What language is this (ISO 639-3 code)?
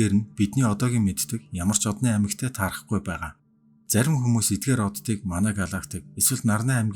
mon